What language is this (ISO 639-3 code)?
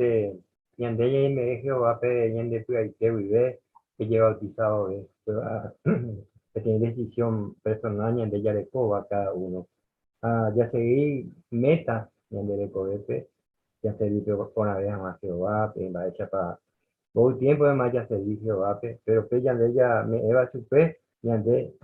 grn